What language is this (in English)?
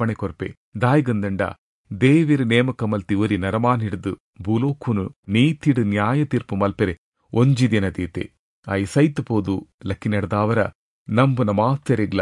Tulu